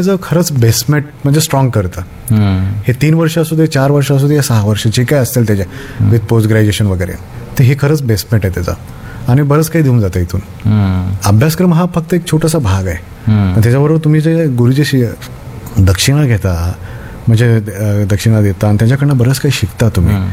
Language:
Marathi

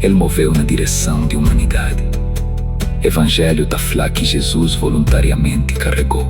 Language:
Kabuverdianu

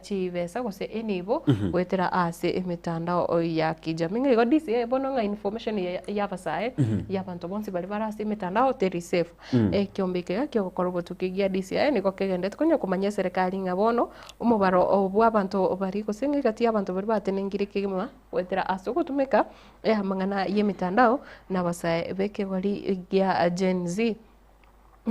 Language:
Gusii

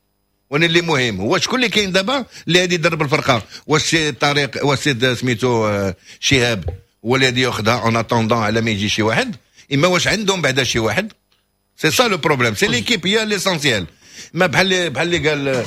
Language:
Moroccan Arabic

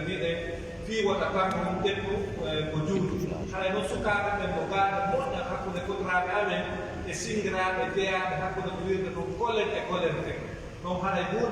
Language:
Pular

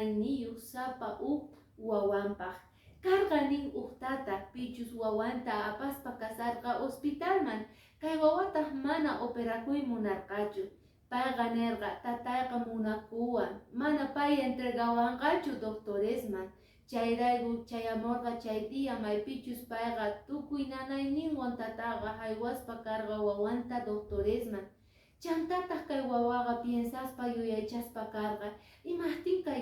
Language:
Quechua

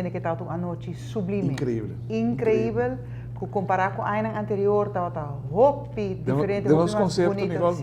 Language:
Papiamento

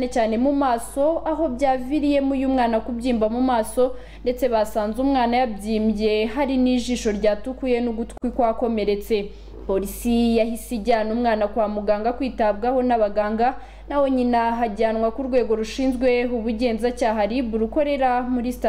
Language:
Kinyarwanda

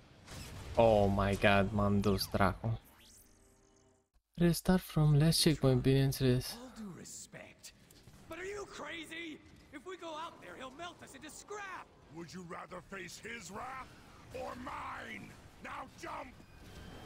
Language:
Romanian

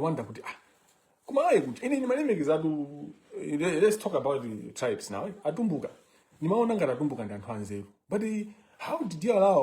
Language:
Nyanja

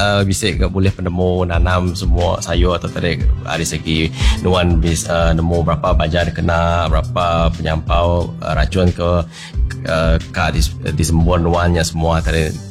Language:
Iban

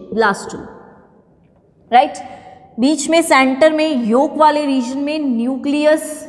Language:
Hindi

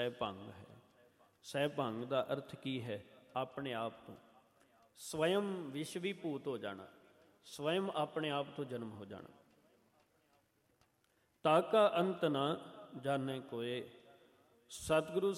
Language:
Punjabi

